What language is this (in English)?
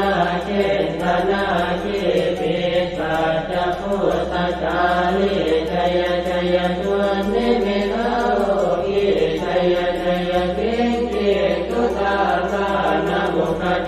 Pali